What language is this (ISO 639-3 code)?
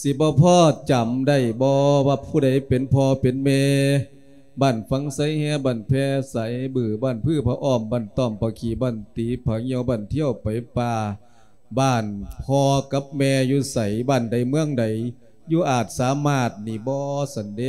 lao